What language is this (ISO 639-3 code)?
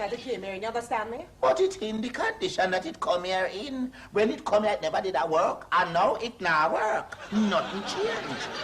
jam